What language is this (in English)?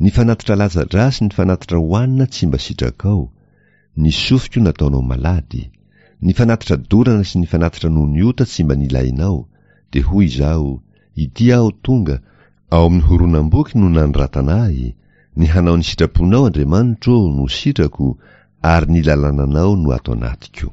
Malagasy